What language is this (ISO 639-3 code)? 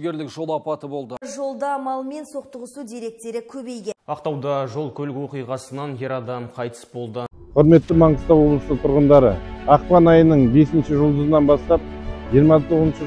kaz